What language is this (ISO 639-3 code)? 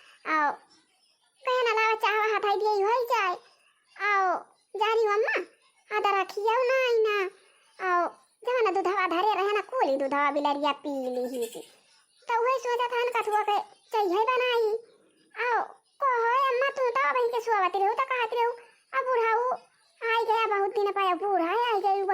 awa